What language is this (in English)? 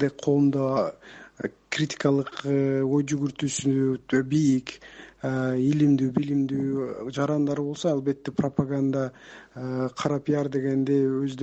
Kyrgyz